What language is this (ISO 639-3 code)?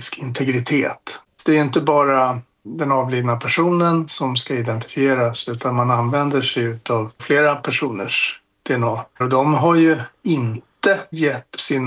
swe